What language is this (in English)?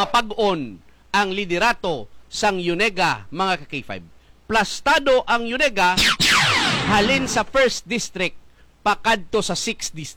Hiligaynon